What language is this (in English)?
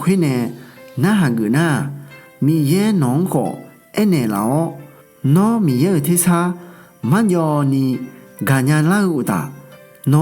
Akha